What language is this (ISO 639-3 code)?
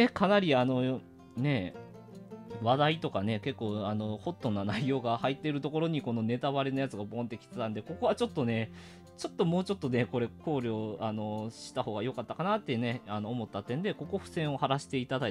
jpn